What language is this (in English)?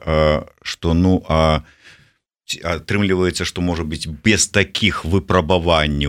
Belarusian